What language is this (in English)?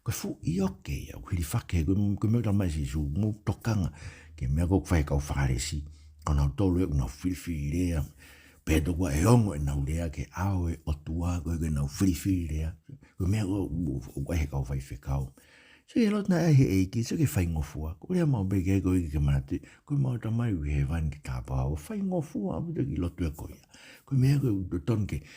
Tongan